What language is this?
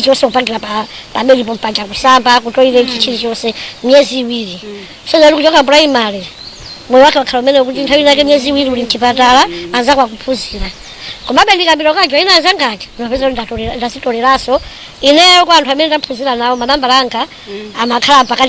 Nyanja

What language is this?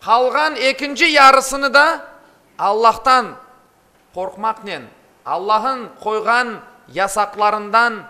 Crimean Tatar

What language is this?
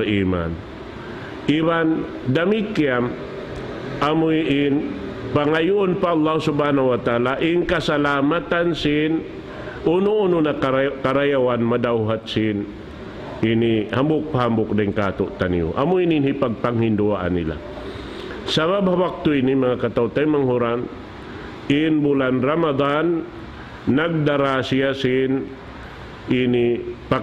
Tausug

